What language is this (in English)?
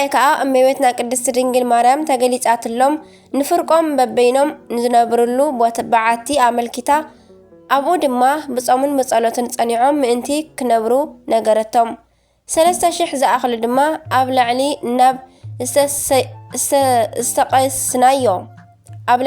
Tigrinya